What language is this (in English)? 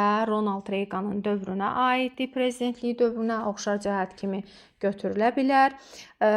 Azerbaijani